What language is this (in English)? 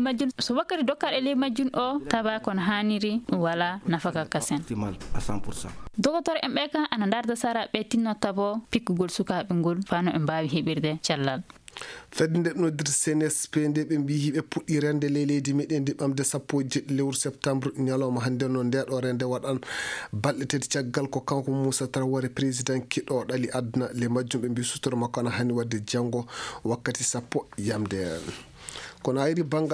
Fula